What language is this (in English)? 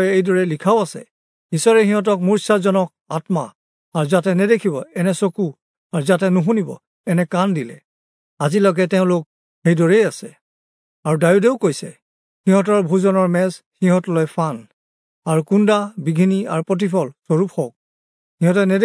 Assamese